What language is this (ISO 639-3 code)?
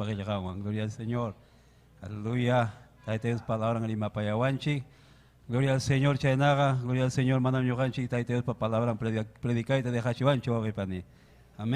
quy